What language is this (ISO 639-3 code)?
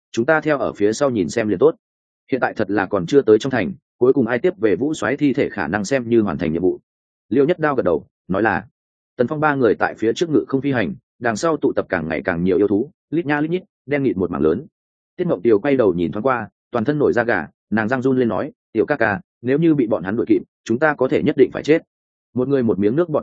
vie